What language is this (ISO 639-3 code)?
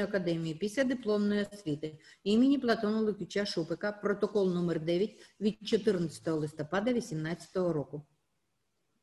ukr